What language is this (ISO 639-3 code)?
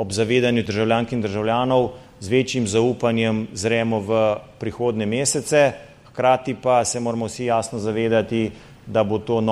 slv